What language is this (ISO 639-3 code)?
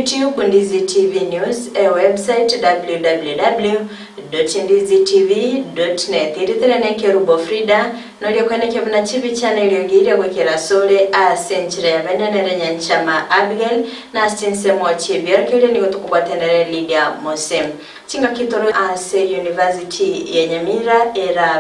guz